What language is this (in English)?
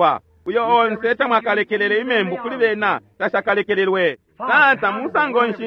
Bemba